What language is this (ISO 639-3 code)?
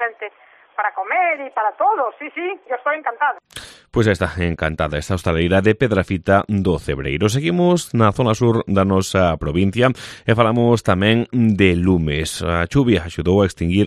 glg